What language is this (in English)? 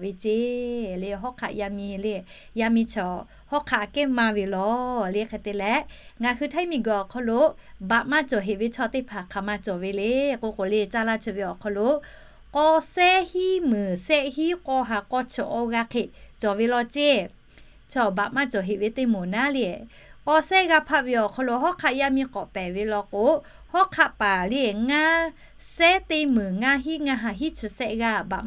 Lahu